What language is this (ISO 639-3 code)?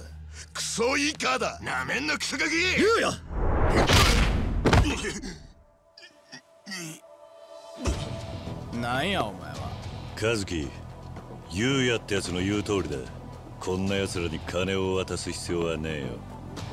jpn